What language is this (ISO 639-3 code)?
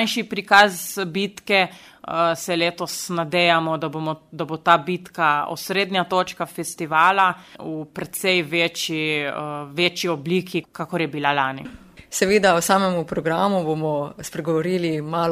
slv